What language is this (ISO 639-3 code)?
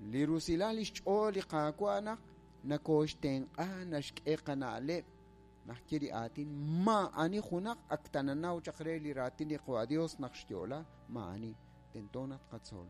kek